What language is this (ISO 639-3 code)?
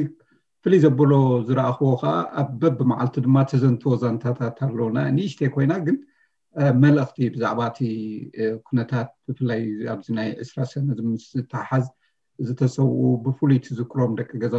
tir